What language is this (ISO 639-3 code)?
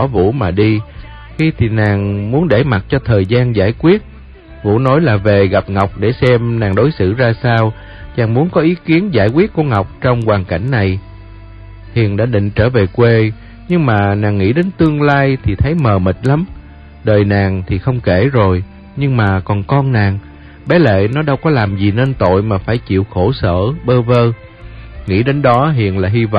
vie